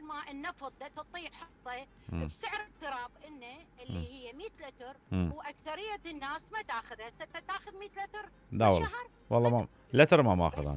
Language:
Mesopotamian Arabic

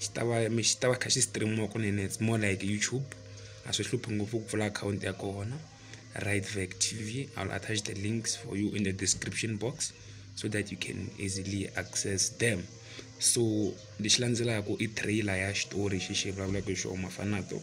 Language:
Tsonga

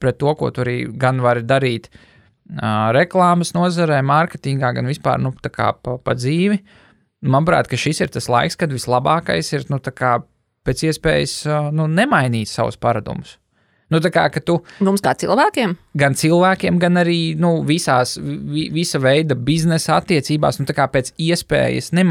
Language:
Latvian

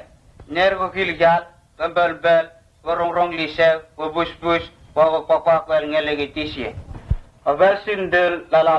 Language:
Vurës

